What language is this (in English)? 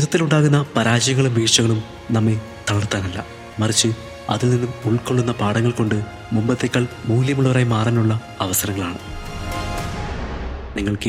Malayalam